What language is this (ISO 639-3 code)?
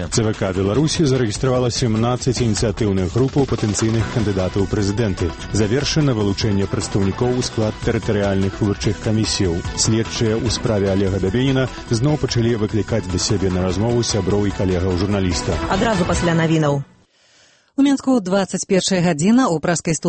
bel